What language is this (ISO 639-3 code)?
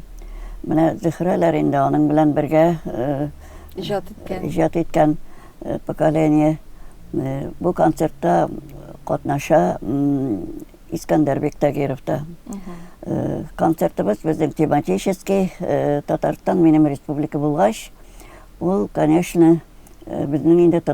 tat